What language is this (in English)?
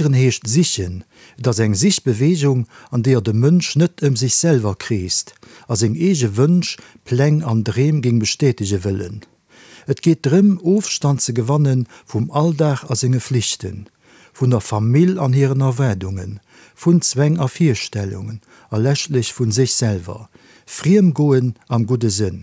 Luxembourgish